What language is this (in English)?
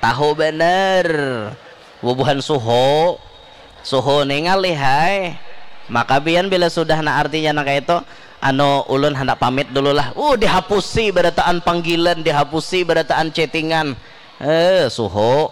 Banjar